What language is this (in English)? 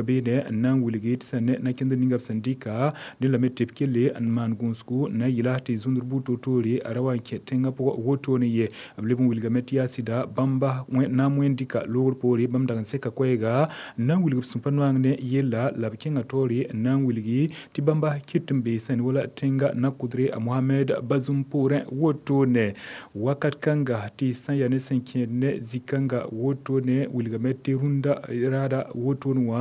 Mossi